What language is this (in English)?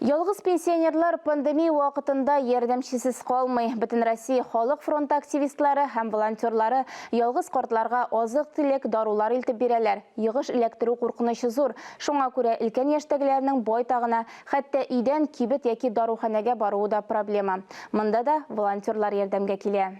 Tatar